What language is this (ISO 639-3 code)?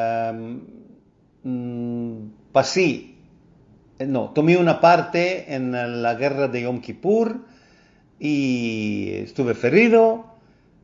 lad